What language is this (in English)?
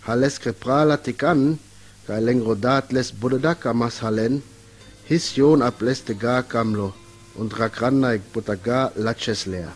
Sinte Romani